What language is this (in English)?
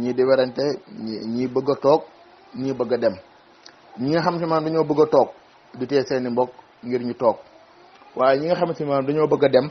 Wolof